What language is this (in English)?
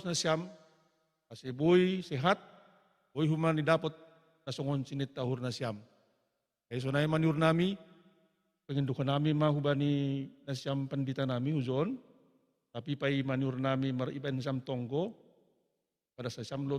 Batak Simalungun